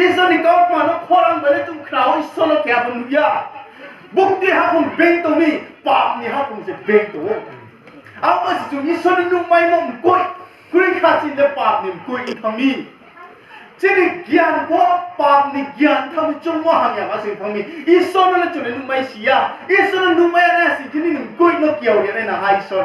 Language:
Riang (India)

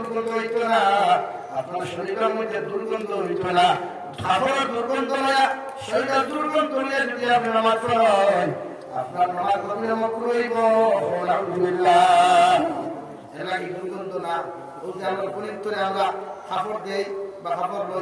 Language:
Sylheti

